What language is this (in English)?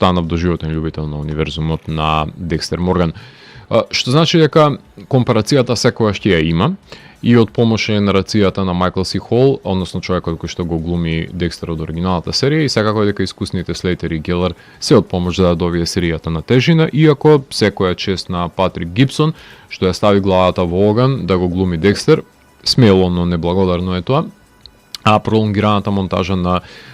Macedonian